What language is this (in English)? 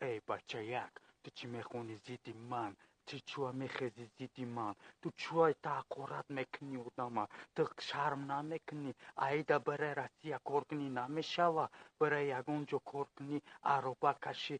Tajik